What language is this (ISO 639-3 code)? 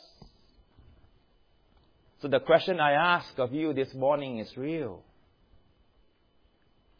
eng